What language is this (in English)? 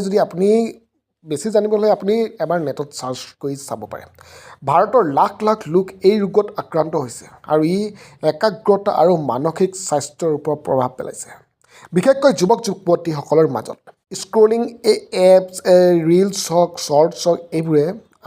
Assamese